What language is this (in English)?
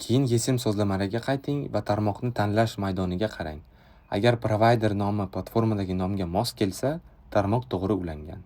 Uzbek